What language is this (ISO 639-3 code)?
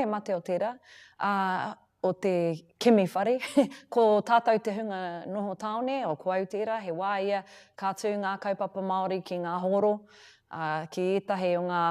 mri